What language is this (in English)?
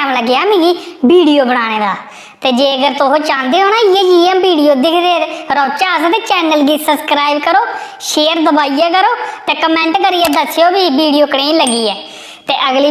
Dogri